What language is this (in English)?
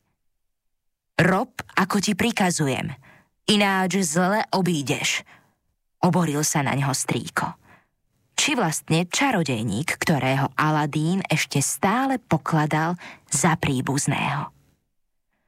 Slovak